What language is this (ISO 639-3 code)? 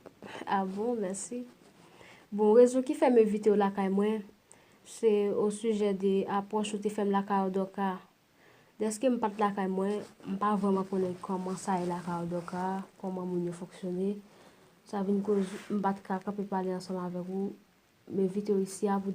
hat